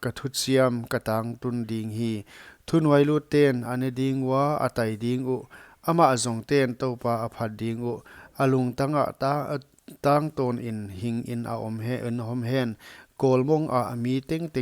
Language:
Paite Chin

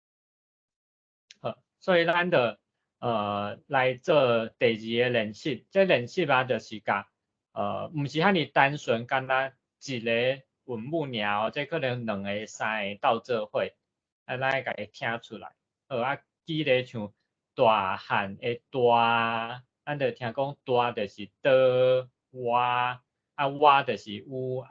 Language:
Min Nan Chinese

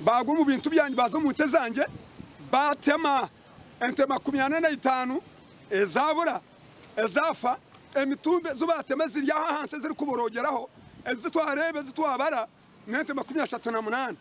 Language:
Nyankole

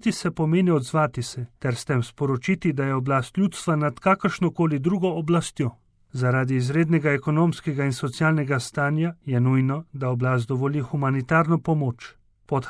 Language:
Slovenian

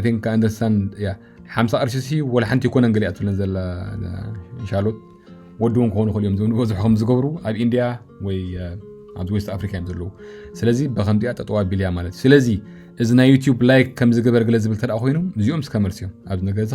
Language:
Tigrinya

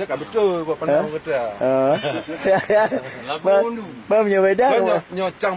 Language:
Achinese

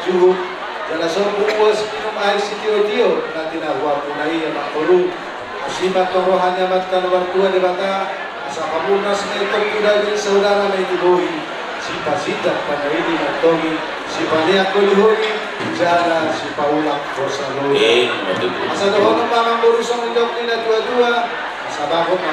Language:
Batak Toba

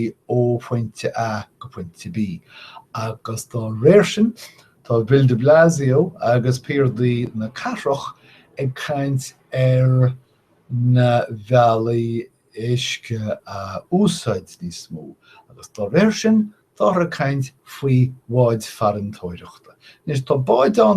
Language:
Irish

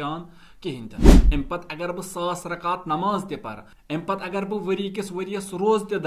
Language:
Kashmiri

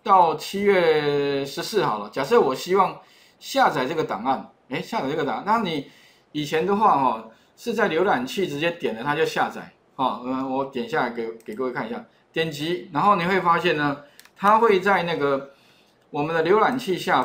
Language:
Chinese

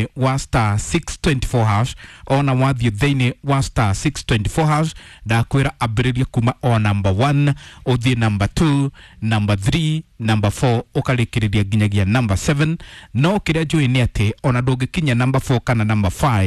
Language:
Kikuyu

